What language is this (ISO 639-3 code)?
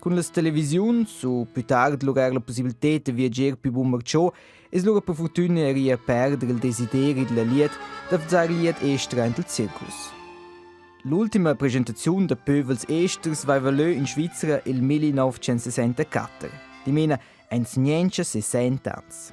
roh